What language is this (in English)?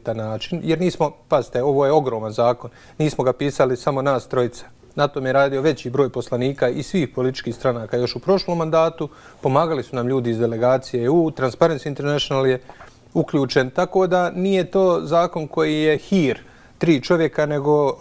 Bosnian